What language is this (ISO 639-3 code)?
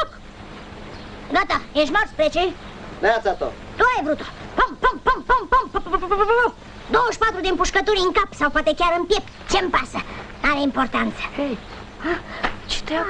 ron